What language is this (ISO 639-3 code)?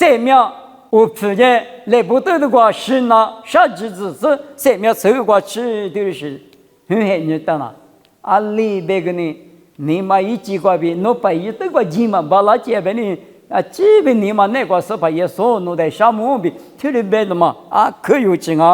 lis